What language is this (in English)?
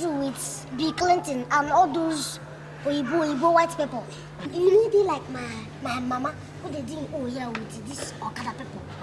Nigerian Pidgin